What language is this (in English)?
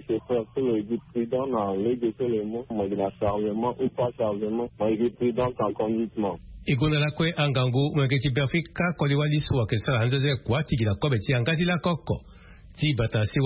Sango